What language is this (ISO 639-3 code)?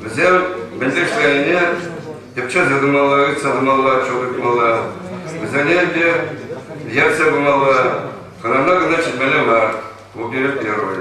chv